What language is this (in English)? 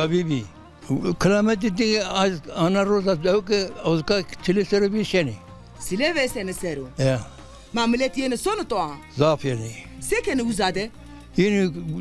Zaza